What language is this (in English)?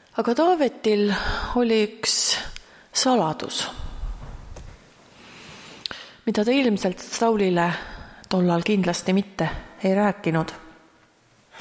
Estonian